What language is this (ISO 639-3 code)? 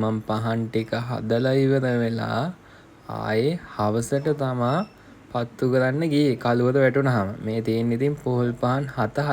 sin